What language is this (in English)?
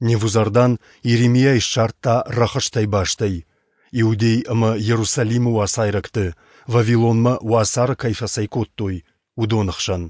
Ossetic